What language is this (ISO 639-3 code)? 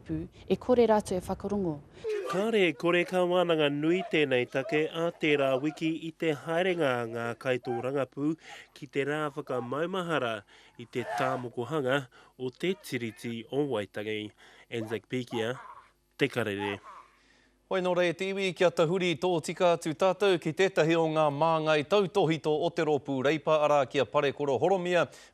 mri